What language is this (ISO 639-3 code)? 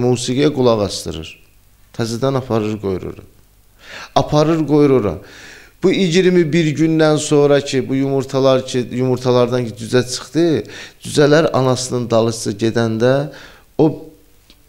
aze